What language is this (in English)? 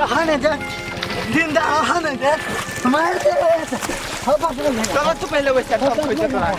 Maithili